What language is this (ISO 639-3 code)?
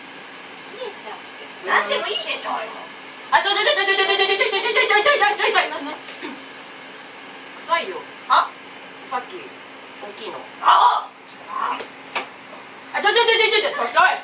jpn